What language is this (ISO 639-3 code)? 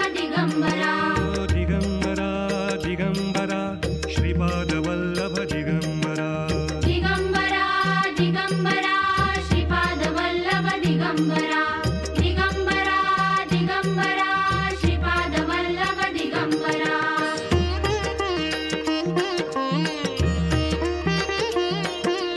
mar